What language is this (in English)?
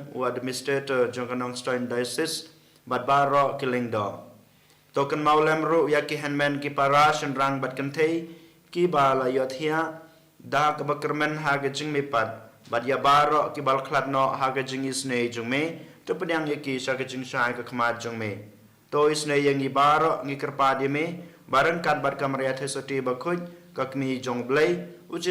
Khasi